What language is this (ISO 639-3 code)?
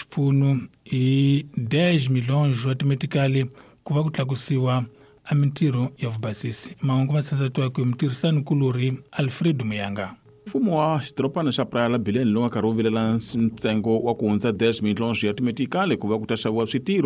tso